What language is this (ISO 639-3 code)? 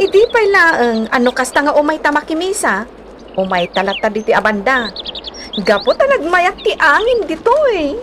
ilo